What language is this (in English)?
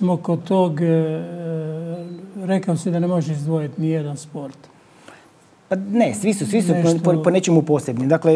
Croatian